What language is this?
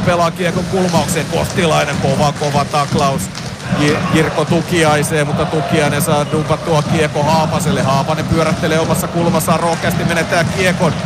Finnish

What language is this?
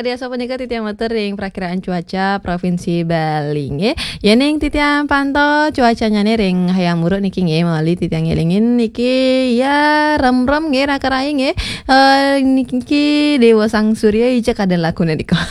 Balinese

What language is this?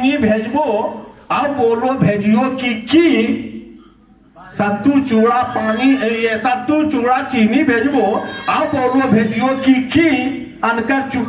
Magahi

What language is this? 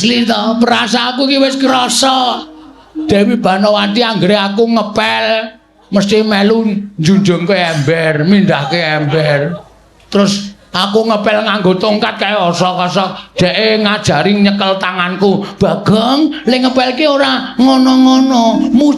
Javanese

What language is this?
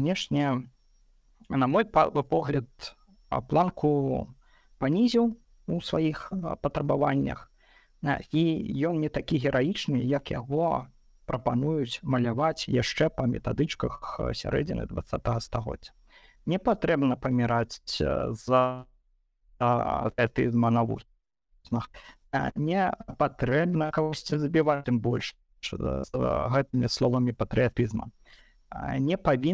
Belarusian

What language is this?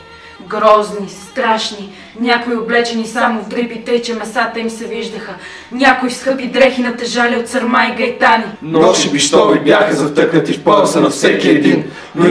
Bulgarian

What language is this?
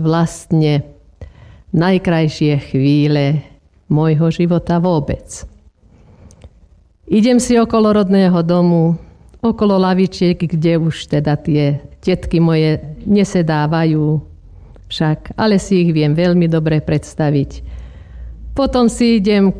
Slovak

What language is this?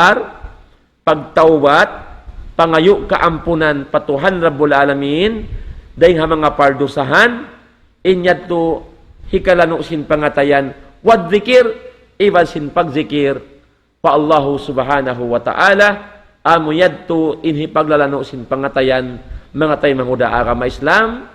Tausug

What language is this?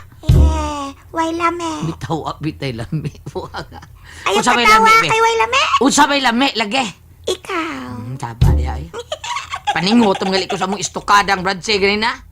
Cebuano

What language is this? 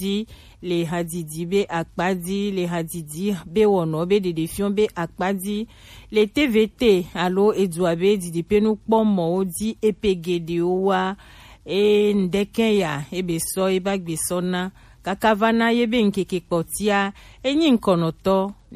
Gen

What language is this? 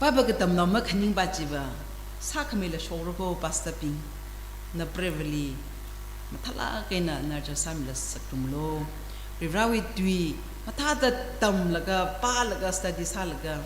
Tangkhul Naga (India)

